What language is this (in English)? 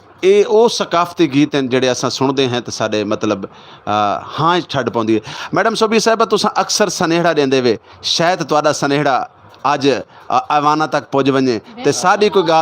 Saraiki